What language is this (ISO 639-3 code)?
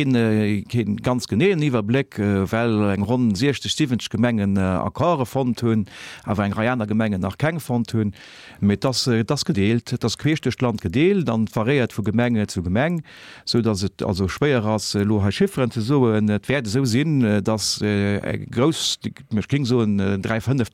ltz